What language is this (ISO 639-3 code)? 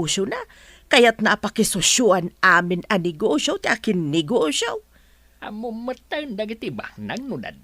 ilo